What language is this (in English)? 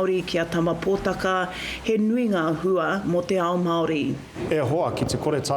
Māori